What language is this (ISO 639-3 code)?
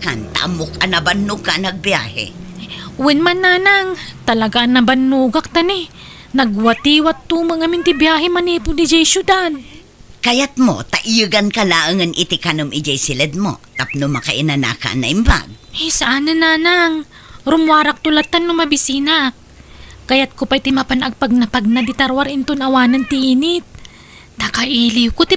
ilo